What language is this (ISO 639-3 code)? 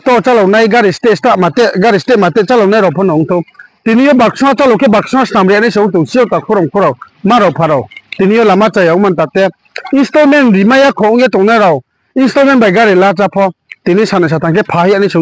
ria